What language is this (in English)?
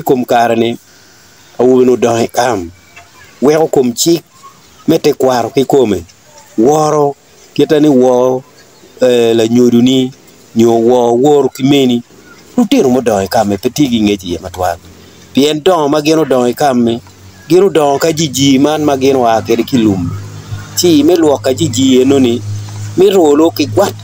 Acoli